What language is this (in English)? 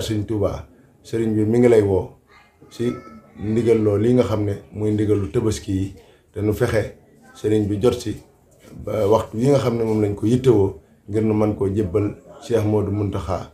Wolof